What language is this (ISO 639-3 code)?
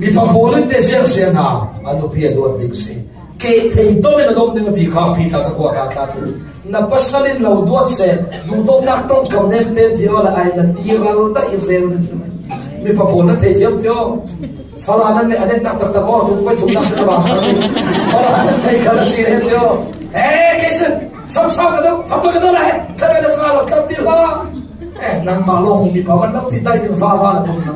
cfm